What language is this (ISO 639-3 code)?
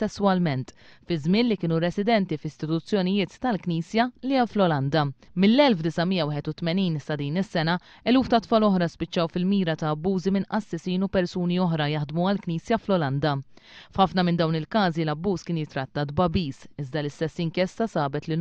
mlt